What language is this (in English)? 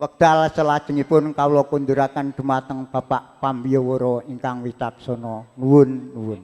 Javanese